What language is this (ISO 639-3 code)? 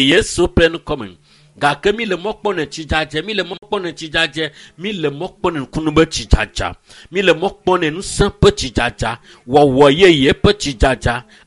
ewe